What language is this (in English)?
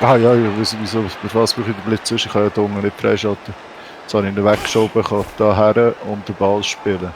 Swiss German